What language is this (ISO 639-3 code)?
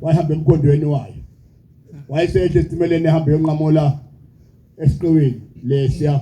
zul